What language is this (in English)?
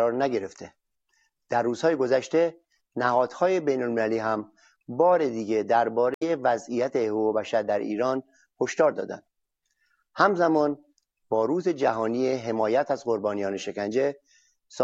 Persian